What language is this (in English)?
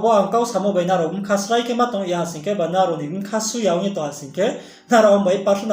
Riang (India)